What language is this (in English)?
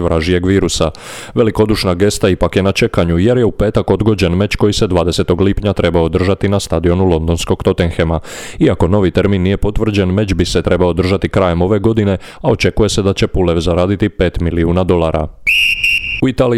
Croatian